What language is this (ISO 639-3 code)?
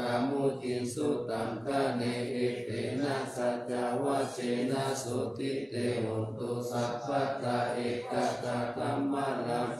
pli